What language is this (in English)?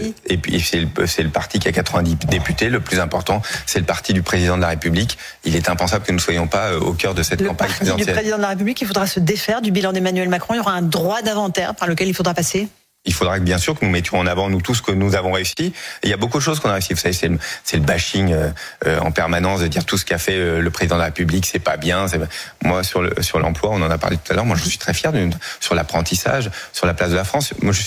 French